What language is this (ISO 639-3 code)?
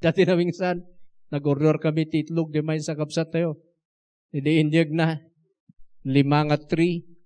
ilo